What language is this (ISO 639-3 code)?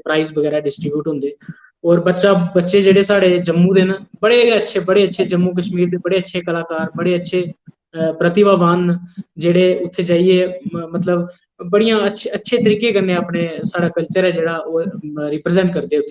doi